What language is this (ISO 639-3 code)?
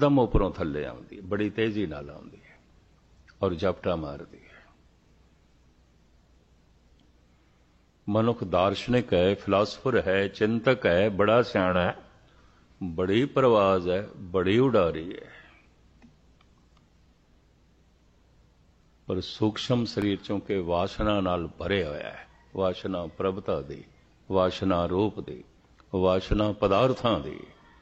pan